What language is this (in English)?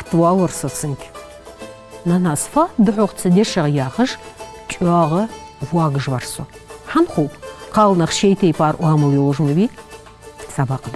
Ingush